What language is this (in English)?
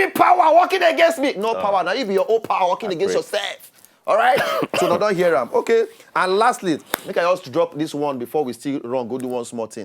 Nigerian Pidgin